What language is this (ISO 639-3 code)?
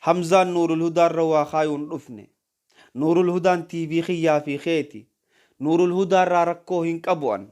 orm